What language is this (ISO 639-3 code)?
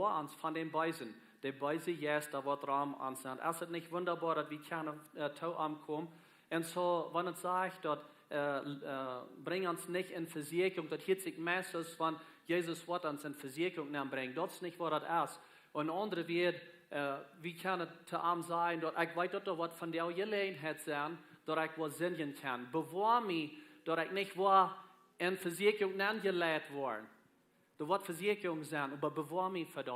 pdt